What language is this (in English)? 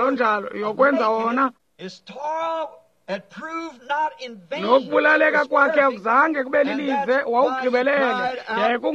Xhosa